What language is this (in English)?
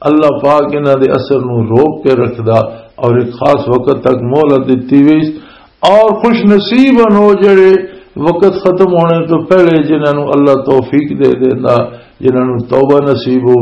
Western Panjabi